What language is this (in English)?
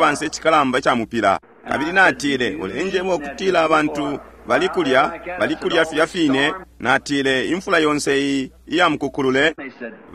Bemba